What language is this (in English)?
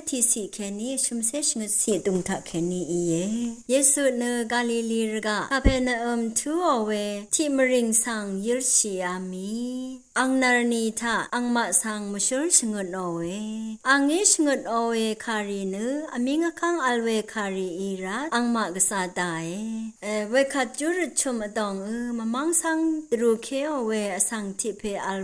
Rawang